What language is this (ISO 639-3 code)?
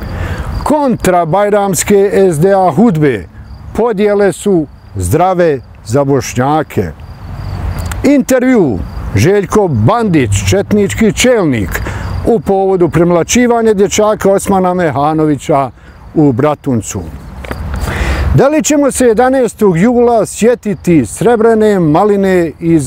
bos